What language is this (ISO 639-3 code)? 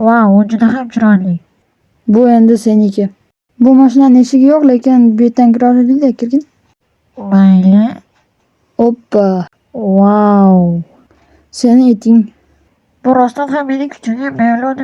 uzb